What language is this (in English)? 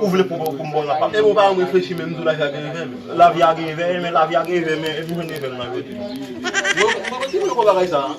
Haitian Creole